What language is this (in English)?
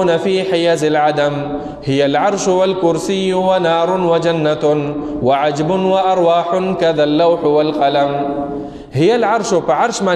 Pashto